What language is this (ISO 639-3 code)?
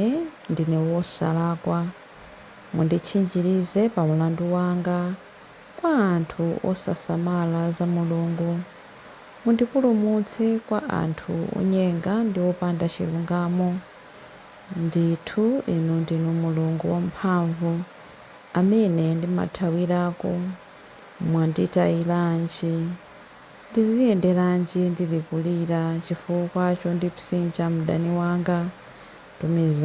nya